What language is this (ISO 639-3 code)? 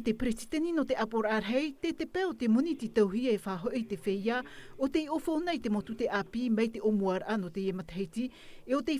tah